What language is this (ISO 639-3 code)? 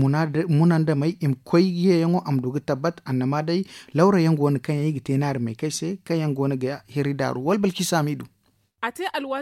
dje